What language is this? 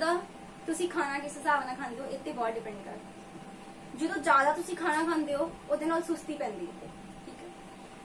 Punjabi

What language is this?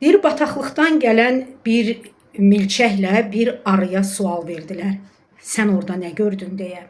Azerbaijani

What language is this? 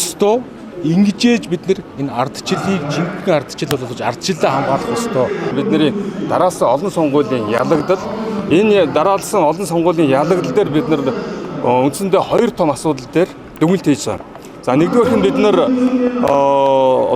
Mongolian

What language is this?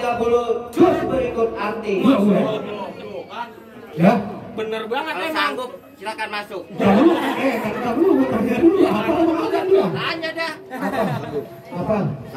Betawi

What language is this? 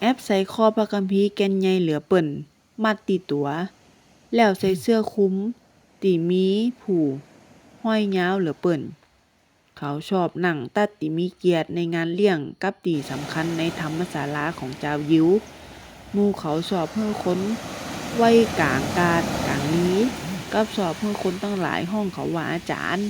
Northern Thai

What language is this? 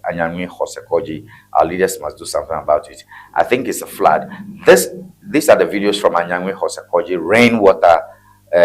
Ewe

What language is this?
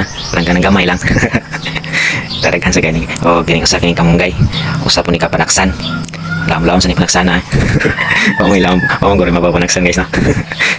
Cebuano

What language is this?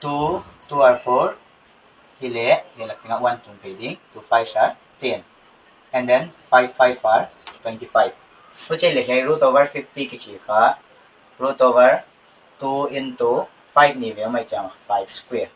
Paite Chin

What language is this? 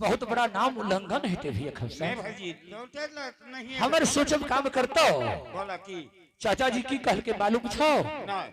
Angika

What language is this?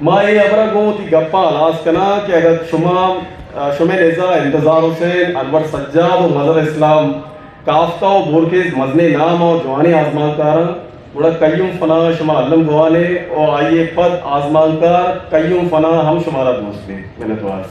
Eastern Balochi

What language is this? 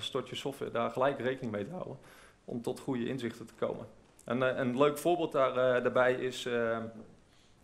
Dutch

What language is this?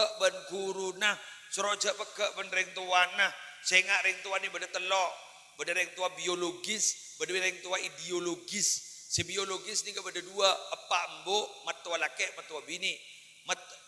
Madurese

